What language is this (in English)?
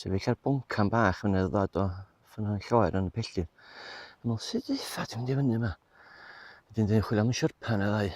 Welsh